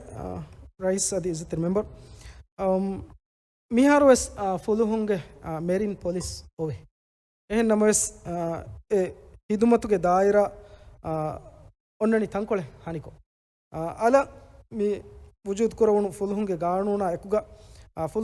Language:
Divehi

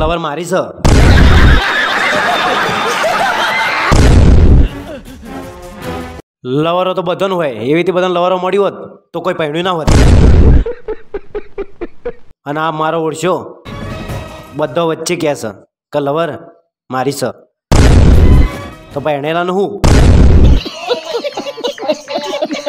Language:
Gujarati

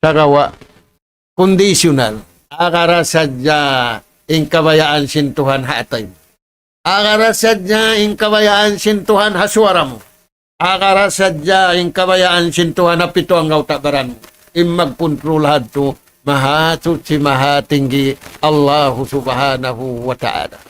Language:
Tausug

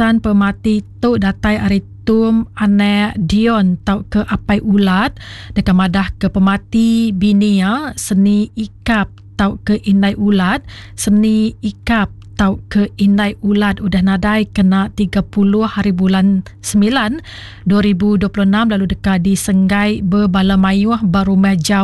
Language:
Iban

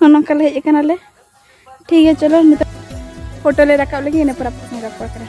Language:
Santali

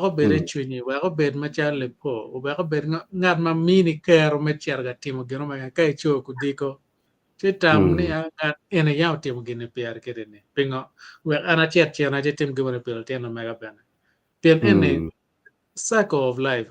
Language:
Acoli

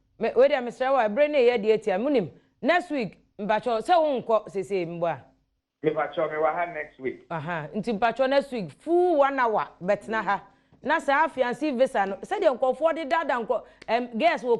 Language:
Akan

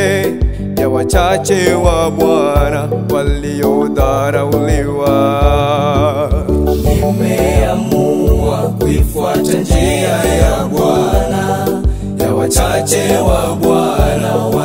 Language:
Swahili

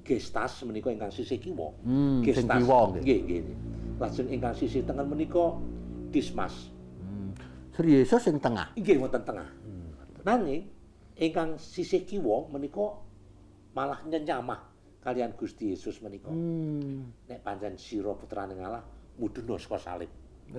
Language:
Javanese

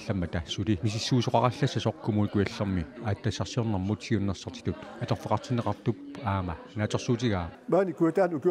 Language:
Kalaallisut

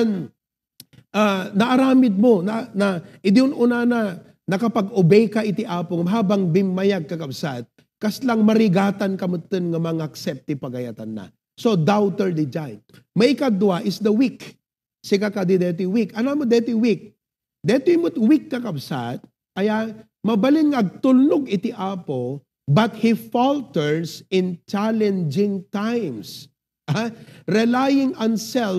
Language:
Iloko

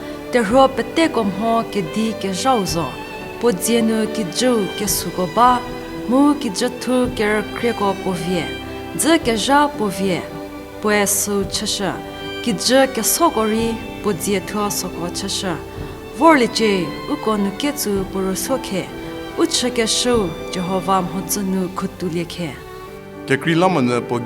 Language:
Angami Naga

